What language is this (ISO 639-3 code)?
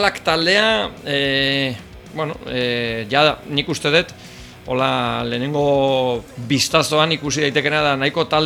eus